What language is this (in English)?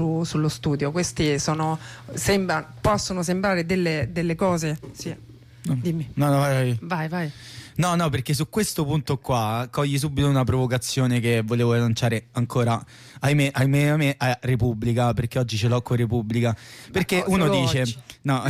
Italian